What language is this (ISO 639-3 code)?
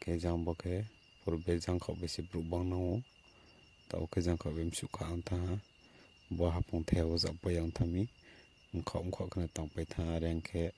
ria